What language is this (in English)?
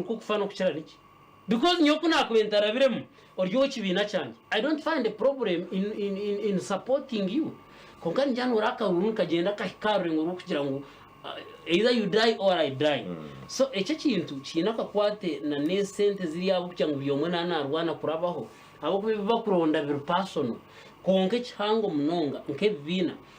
Nyankole